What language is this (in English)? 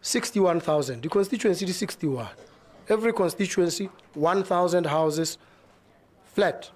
Tswana